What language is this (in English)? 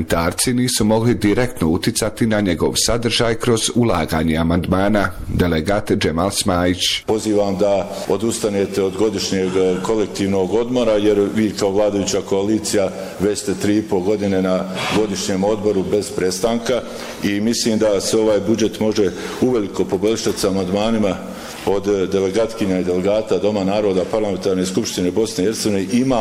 Bosnian